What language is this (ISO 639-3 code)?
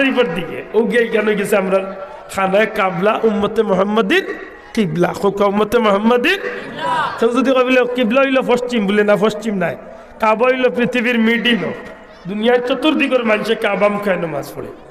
syl